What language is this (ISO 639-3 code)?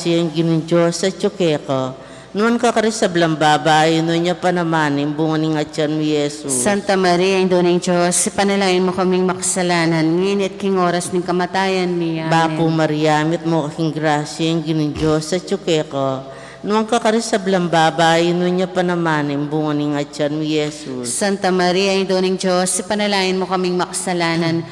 pam